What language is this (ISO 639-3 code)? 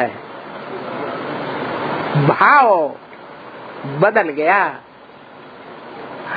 hin